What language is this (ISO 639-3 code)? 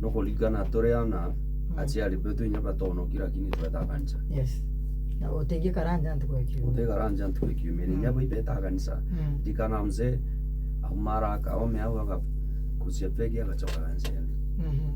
mer